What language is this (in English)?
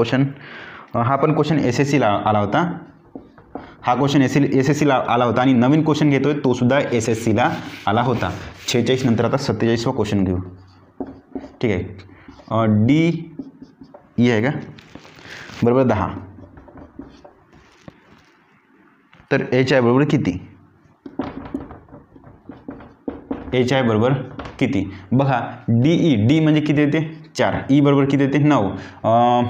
Marathi